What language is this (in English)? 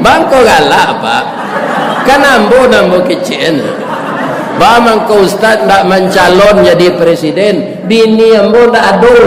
Minangkabau